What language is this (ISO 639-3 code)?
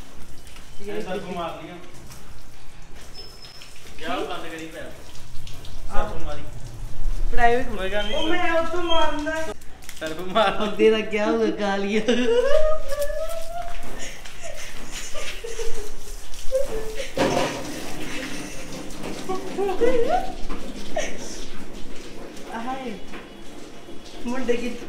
pan